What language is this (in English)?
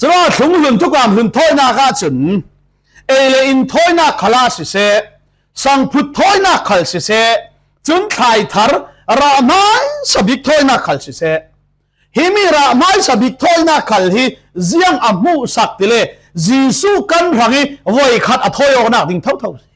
Falam Chin